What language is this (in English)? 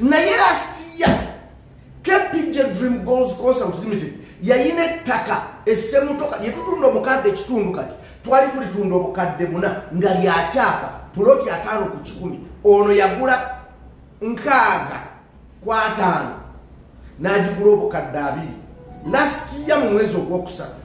Ganda